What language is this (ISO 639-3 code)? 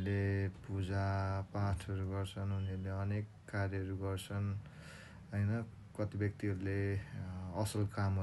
nep